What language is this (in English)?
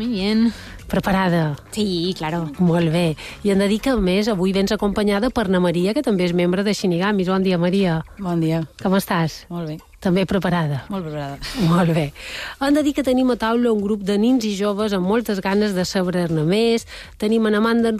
Catalan